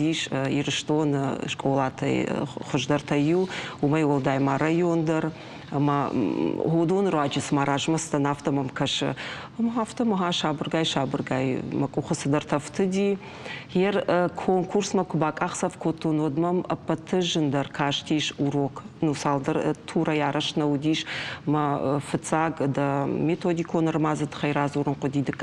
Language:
Ossetic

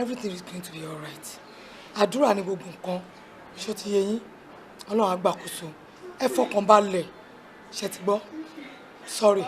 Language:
Yoruba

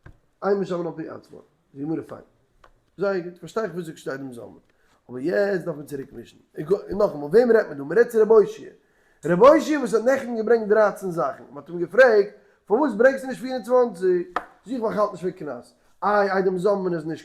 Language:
Yiddish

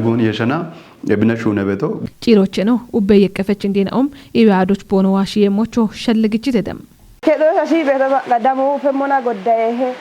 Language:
Kafa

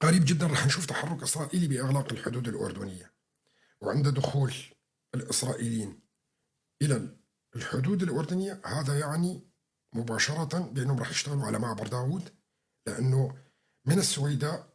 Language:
North Levantine Arabic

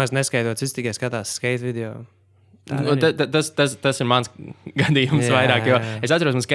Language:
Latvian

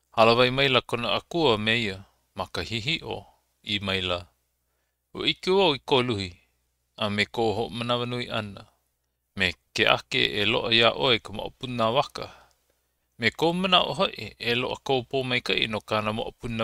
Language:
Hawaiian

